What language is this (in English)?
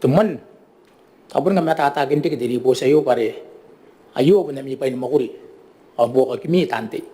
Gilbertese